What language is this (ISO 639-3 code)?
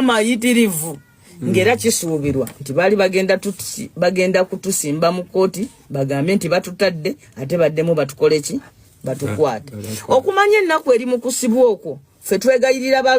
lug